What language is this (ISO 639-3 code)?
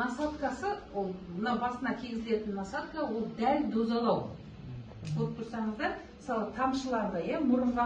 kaz